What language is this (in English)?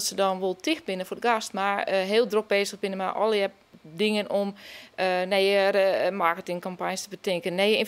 Western Frisian